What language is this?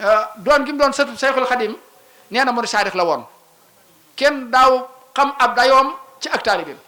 Wolof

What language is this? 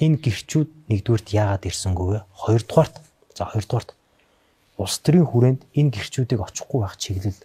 Mongolian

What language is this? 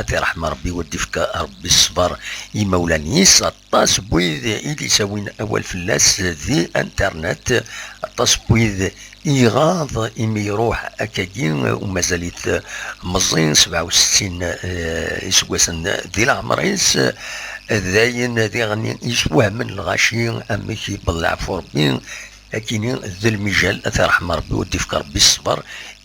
Kabyle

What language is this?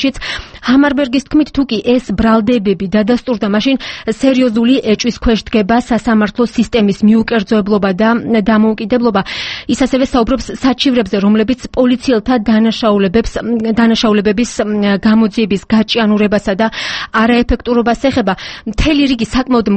Georgian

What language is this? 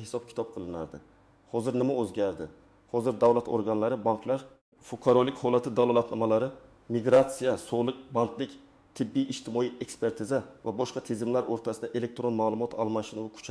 Uzbek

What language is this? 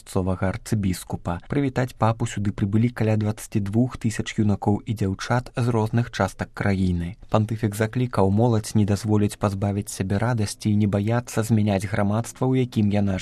Belarusian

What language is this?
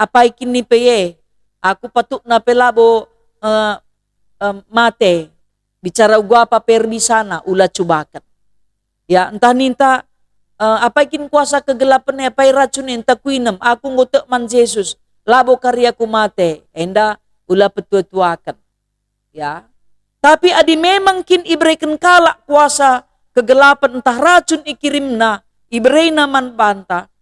Batak Karo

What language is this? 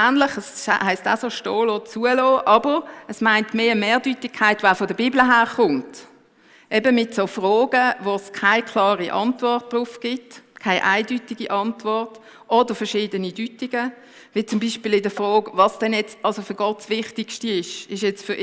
Swiss German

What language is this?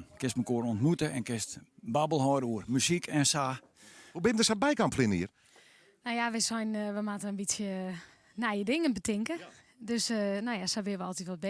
Western Frisian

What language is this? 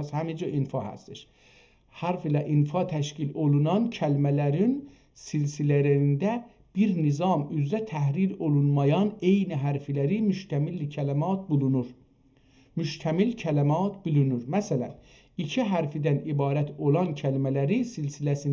South Azerbaijani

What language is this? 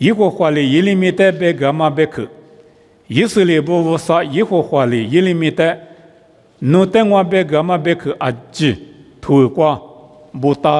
Lisu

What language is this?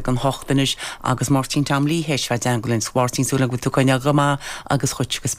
Irish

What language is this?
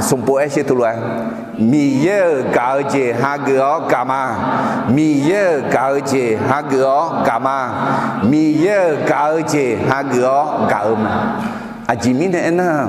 Akha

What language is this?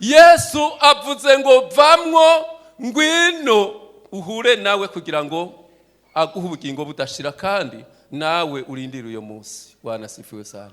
Rundi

